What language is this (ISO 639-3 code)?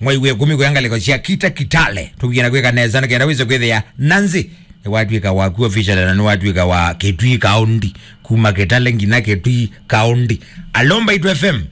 kam